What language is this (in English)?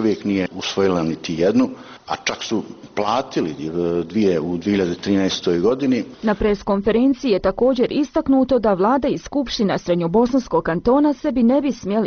Bosnian